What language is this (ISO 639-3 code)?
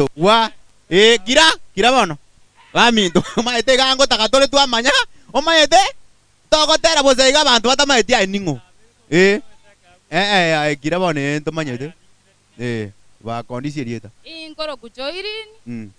guz